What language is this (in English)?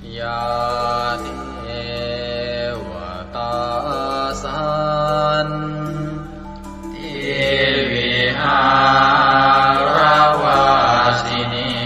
Pali